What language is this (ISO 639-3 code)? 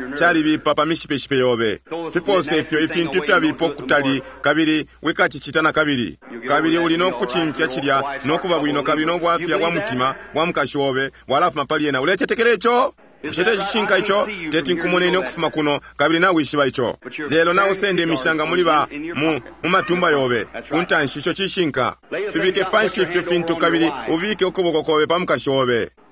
bem